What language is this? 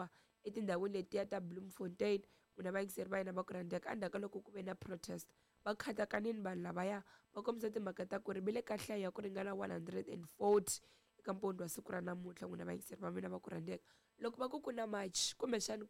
Tsonga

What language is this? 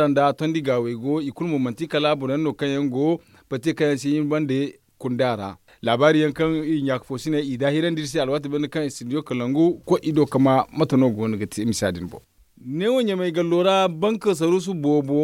Zarma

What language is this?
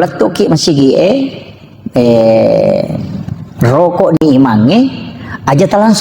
Buginese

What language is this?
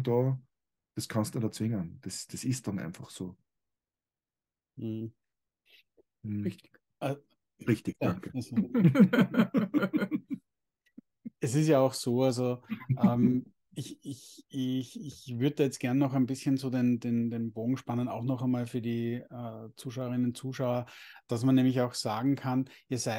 German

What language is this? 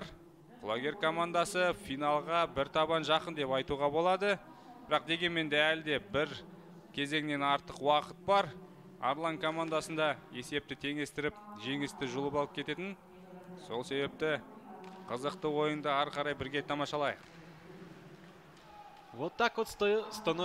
Kazakh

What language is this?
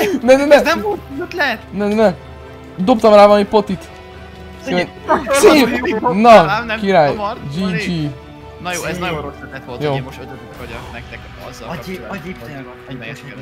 Hungarian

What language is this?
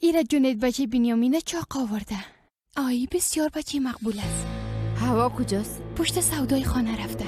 Persian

